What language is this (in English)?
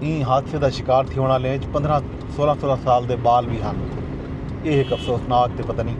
Saraiki